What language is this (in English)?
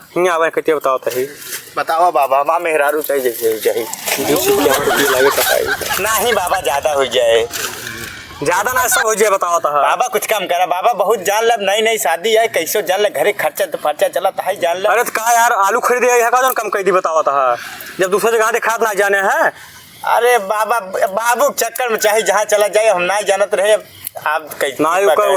Awadhi